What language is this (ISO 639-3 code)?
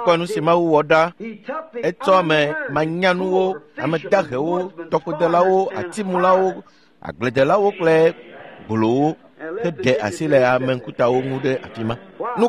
ewe